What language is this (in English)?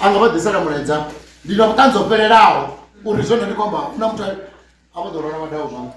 Venda